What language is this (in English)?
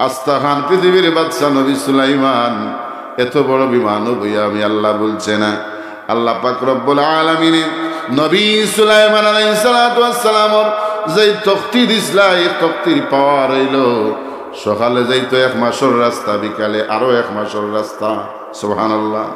Sylheti